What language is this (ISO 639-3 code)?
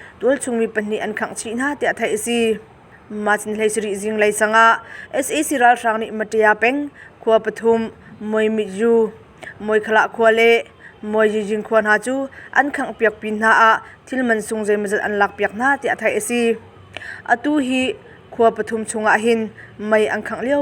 cnh